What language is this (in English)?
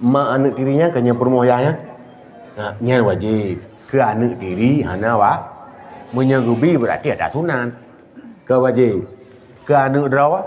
Achinese